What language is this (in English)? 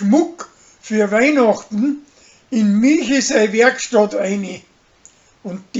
Bavarian